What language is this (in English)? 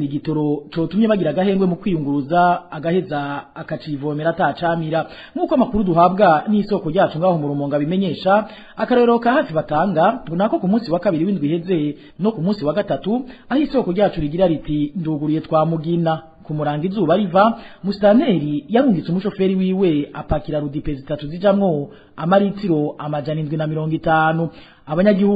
Rundi